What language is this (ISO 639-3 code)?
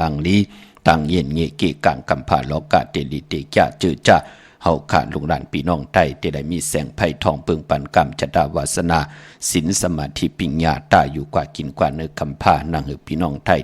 shn